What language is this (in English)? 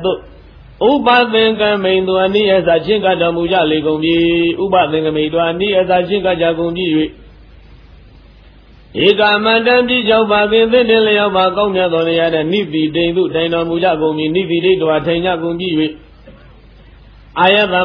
Burmese